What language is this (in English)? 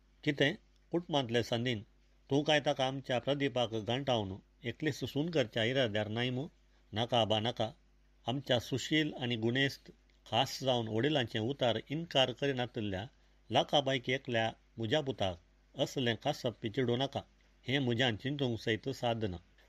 Konkani